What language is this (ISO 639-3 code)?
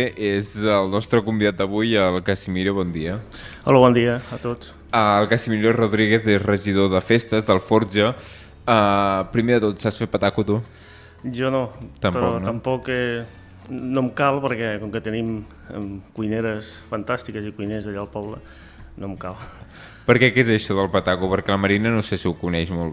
cat